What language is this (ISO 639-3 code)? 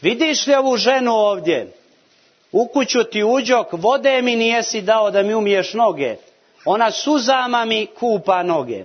srp